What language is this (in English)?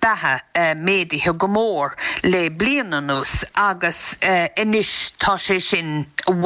Irish